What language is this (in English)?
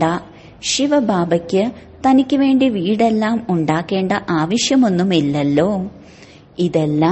Malayalam